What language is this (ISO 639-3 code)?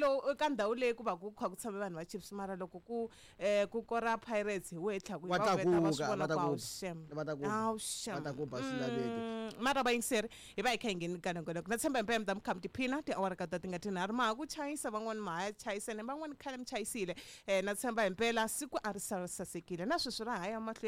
tso